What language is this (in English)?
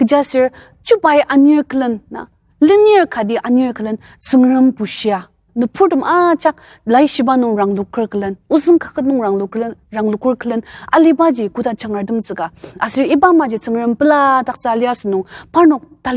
Ao Naga